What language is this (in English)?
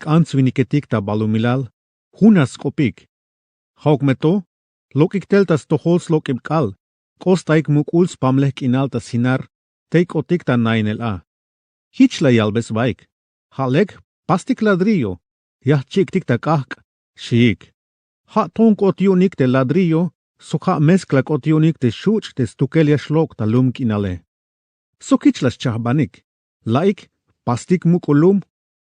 Tzeltal